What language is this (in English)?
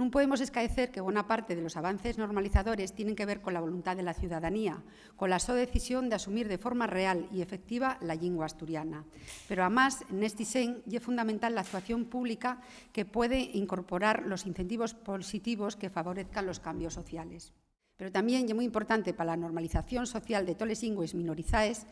Asturian